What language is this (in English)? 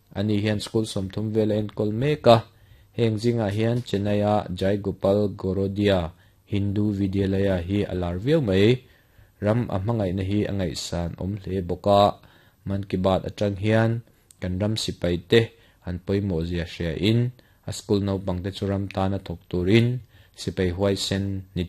Mizo